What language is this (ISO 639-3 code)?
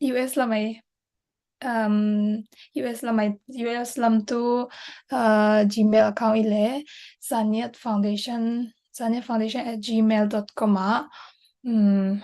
cfm